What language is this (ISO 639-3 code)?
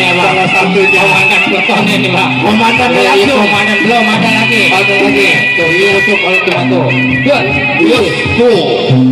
bew